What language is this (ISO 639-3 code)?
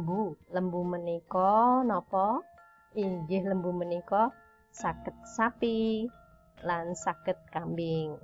jav